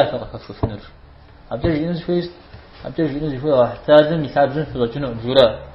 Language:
Kabardian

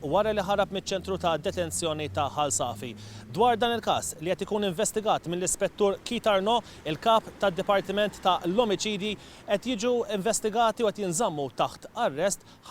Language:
Maltese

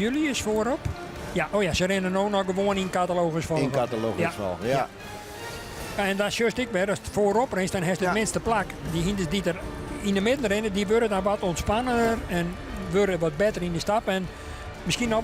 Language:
Western Frisian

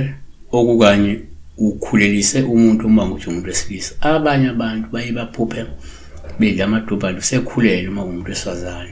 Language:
Zulu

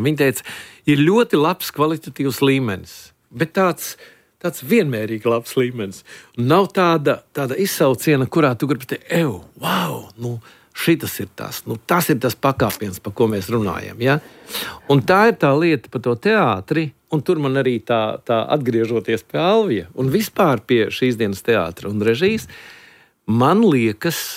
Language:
Latvian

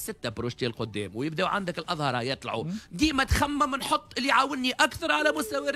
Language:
Tunisian Arabic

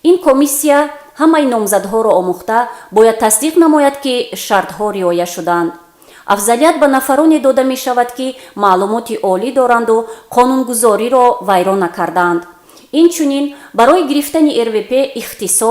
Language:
Tajik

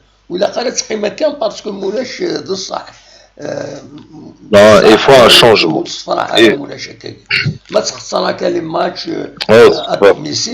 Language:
Kabyle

